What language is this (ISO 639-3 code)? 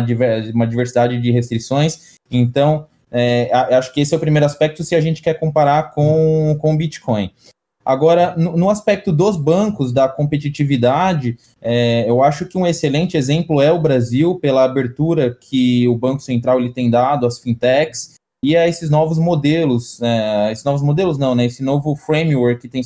por